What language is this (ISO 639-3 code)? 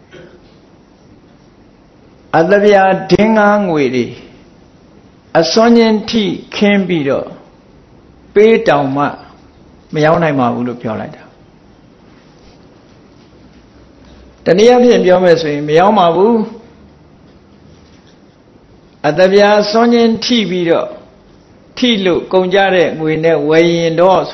mya